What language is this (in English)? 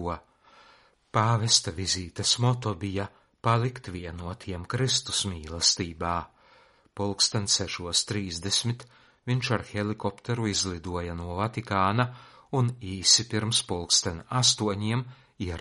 Latvian